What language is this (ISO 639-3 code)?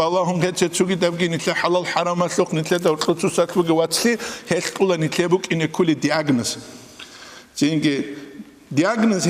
ava